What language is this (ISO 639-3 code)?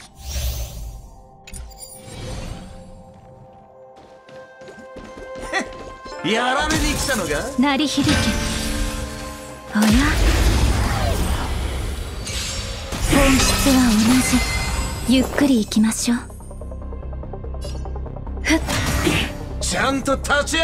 jpn